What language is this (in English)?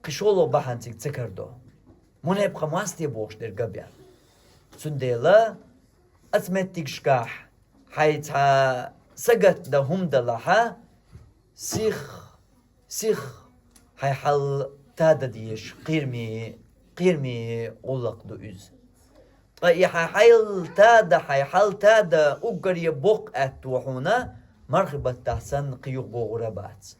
Chechen